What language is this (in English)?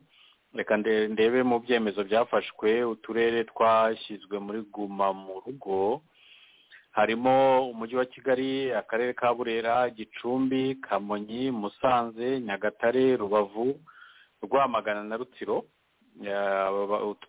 Kinyarwanda